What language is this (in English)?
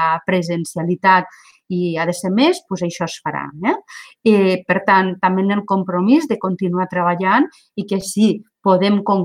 Catalan